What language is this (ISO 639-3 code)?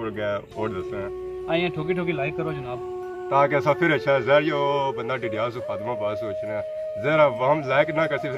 phr